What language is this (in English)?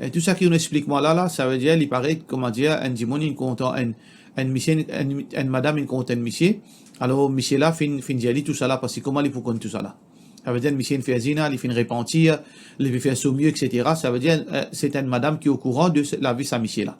Morisyen